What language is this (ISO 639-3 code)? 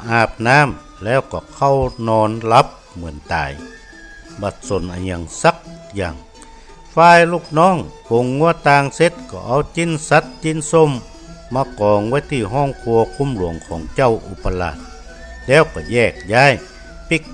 nod